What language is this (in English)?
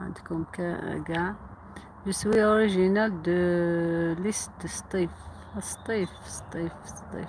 Algerian Arabic